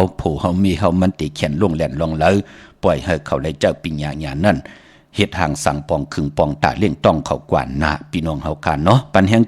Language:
Shan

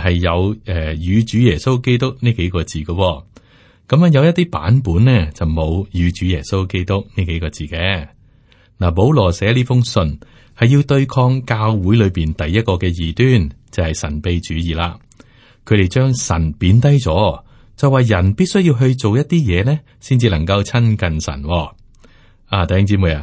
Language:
Cantonese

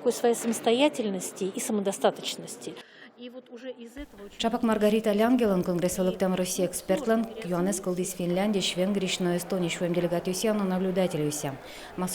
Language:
Udmurt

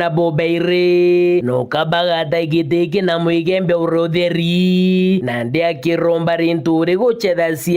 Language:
Meru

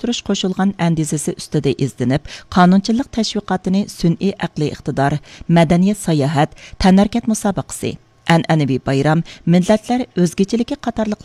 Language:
Uyghur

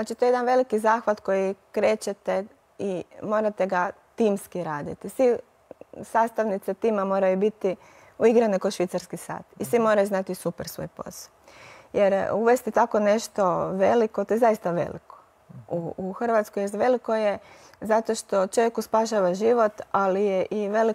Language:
Croatian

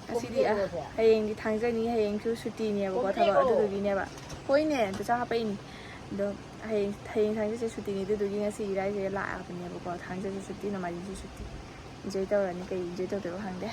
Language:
Manipuri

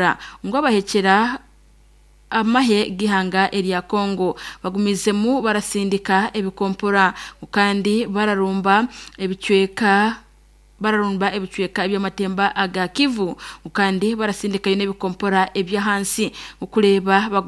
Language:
Nyankole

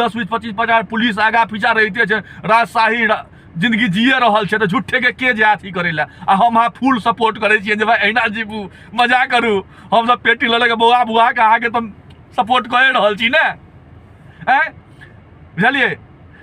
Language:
Maithili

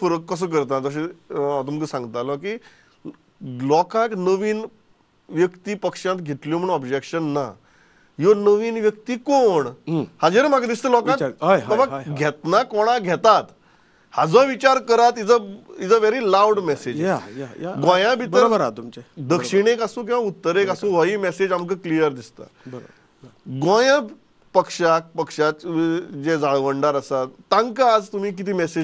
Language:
Konkani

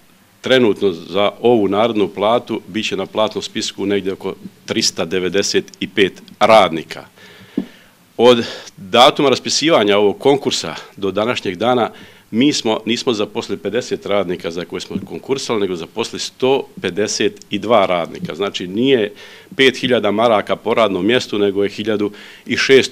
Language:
Bosnian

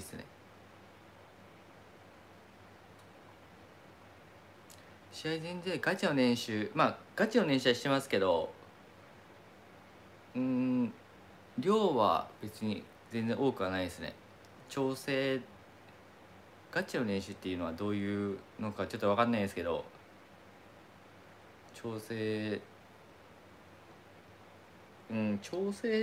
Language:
Japanese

